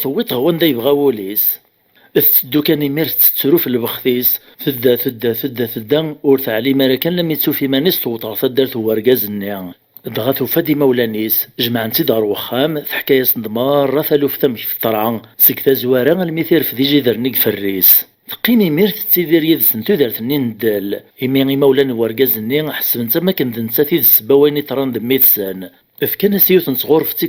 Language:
Kabyle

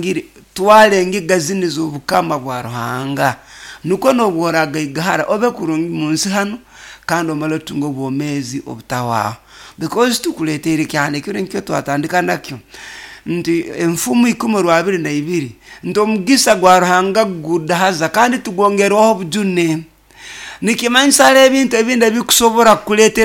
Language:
Nyoro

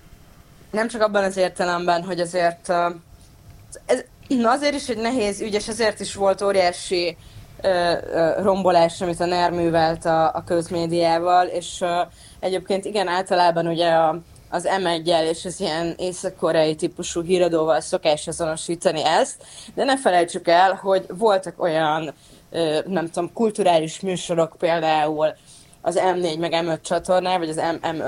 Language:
Hungarian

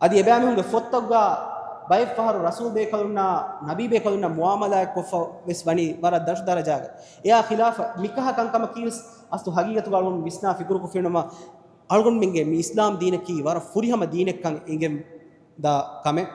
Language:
Divehi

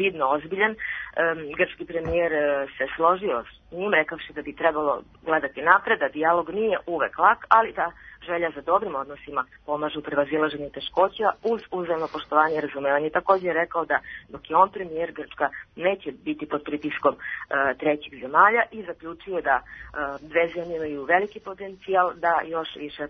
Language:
Serbian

